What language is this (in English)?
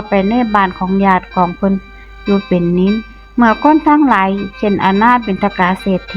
Northeastern Thai